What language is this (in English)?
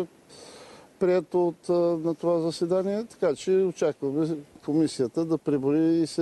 Bulgarian